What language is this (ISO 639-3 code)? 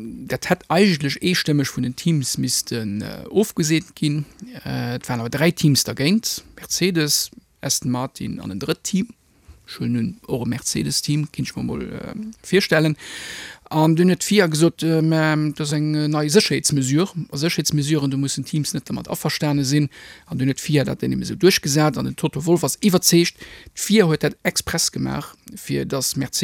ltz